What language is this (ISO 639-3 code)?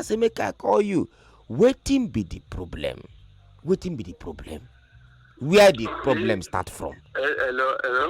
pcm